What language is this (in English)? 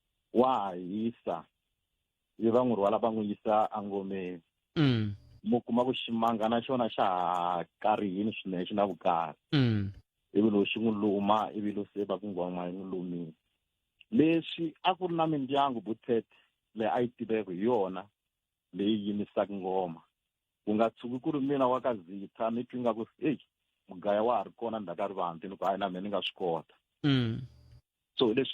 Tsonga